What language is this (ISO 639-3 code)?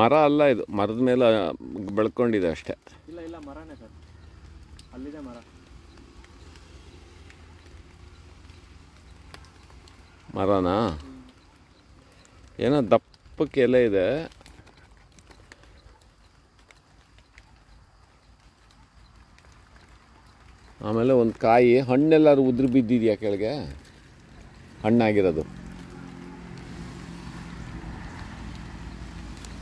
kan